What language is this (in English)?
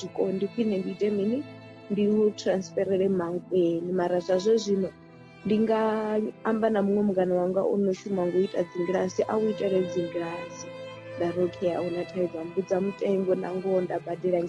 Venda